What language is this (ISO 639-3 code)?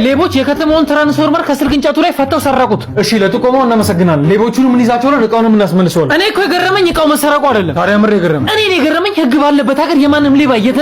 amh